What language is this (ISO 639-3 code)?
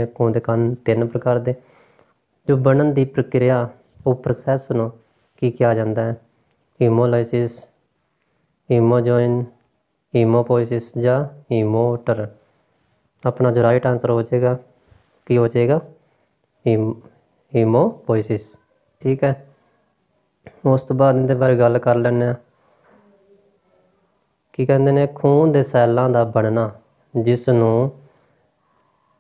pan